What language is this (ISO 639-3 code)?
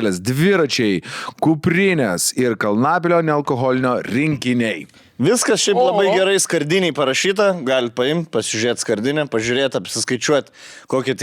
lit